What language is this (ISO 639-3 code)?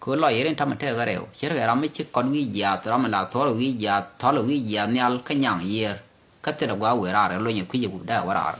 nus